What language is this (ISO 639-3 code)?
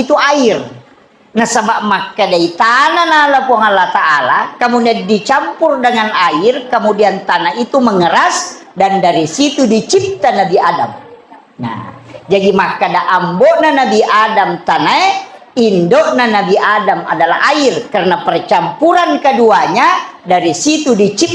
bug